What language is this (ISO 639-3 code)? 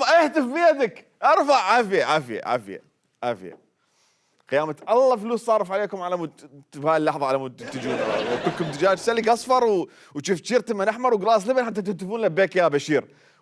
acm